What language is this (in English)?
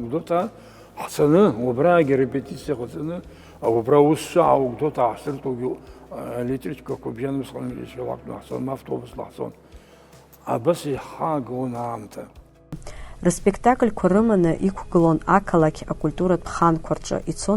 Abkhazian